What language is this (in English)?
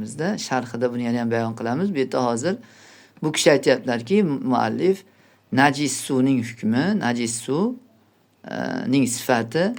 Uzbek